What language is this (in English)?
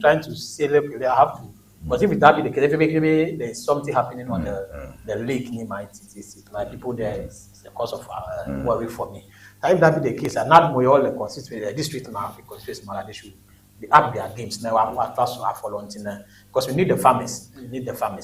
Ewe